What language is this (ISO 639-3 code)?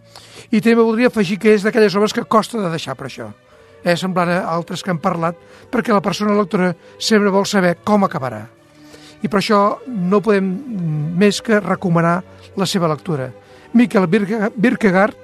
cat